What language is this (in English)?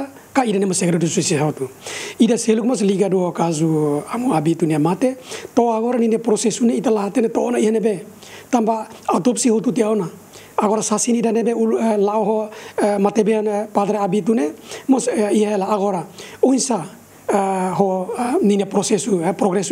Tetum